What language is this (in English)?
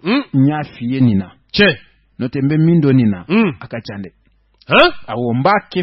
Bambara